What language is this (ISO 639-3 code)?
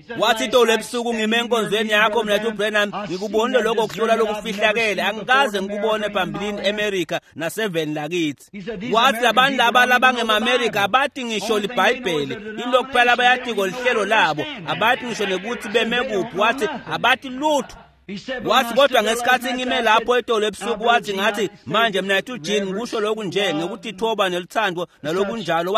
ssw